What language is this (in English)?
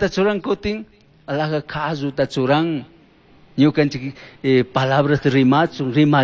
Chimborazo Highland Quichua